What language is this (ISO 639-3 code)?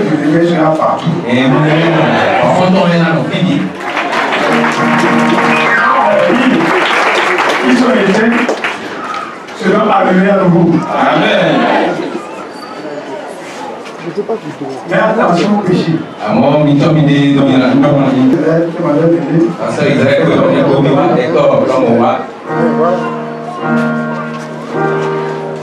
fra